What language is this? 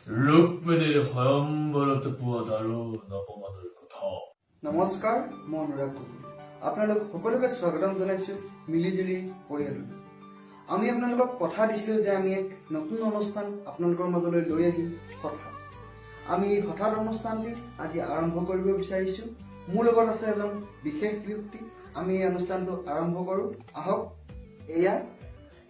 Assamese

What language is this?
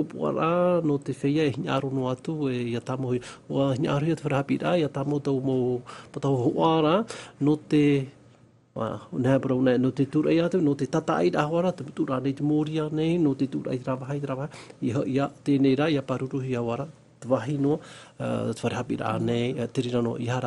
Tahitian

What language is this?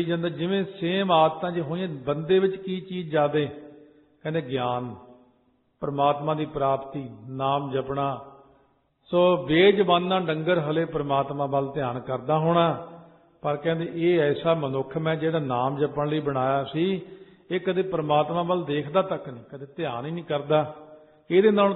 Punjabi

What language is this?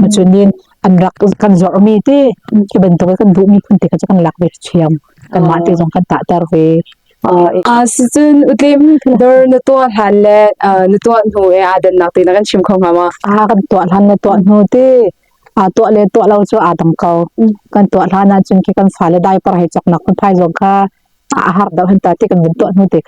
Hakha Chin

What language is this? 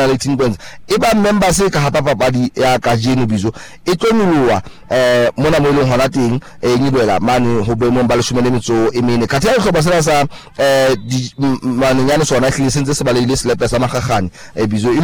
Southern Sotho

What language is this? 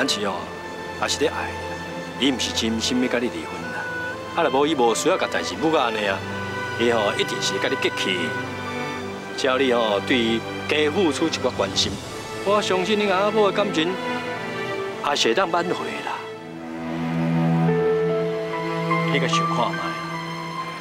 Min Nan Chinese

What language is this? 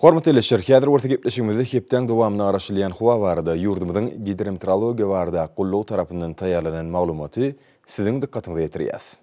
Turkmen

